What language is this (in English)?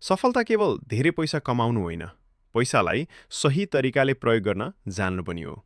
Nepali